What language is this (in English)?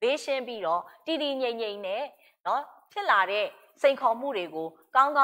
Burmese